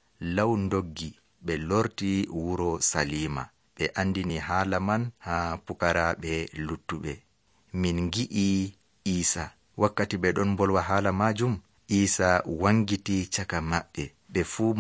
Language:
Nigerian Fulfulde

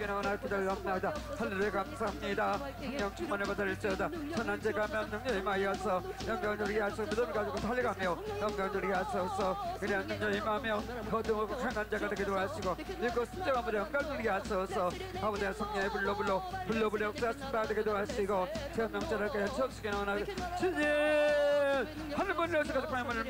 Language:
Korean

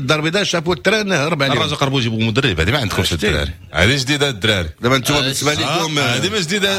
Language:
Moroccan Arabic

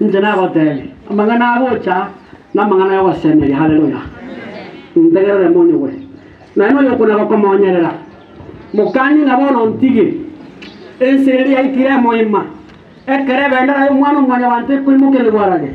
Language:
Gusii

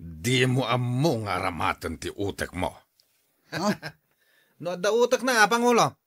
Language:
Iloko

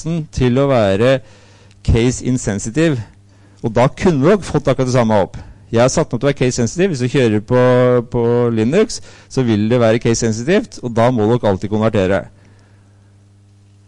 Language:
Norwegian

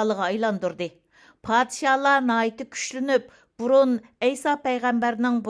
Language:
Uyghur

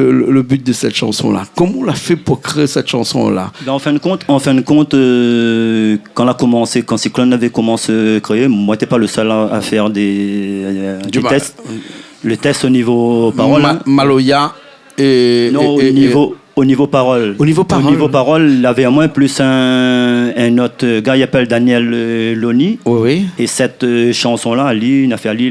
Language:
Réunion Creole French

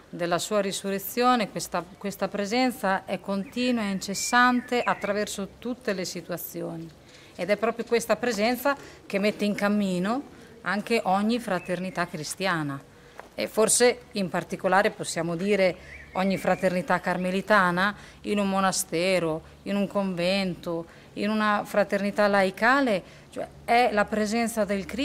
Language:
Italian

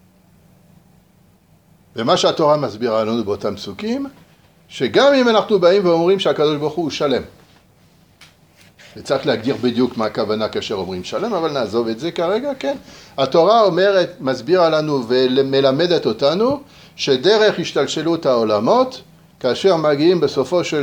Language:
Hebrew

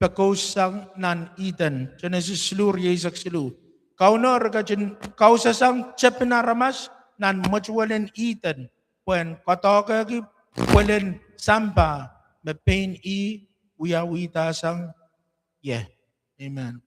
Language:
Pohnpeian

